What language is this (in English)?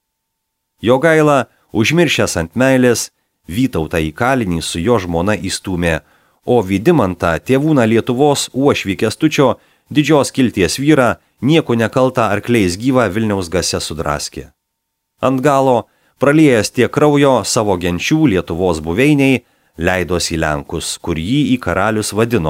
Lithuanian